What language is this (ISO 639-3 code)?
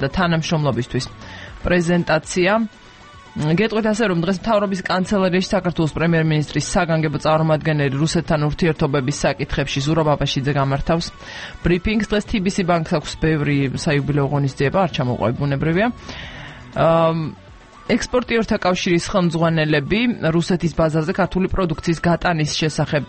kat